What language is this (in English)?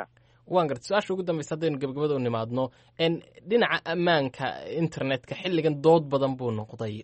Somali